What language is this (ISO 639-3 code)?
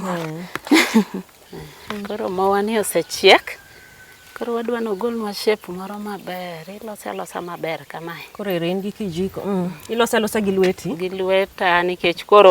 luo